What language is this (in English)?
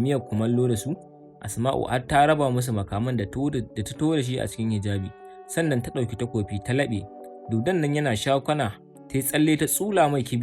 Hausa